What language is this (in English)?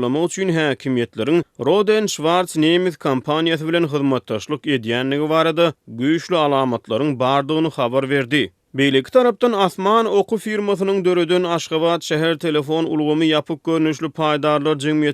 Turkmen